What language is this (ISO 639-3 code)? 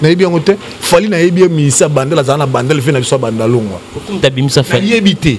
lin